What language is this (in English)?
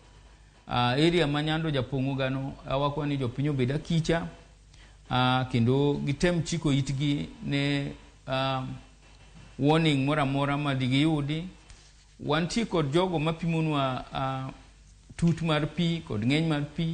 Luo (Kenya and Tanzania)